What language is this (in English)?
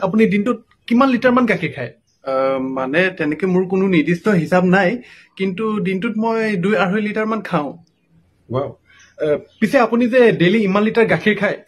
Assamese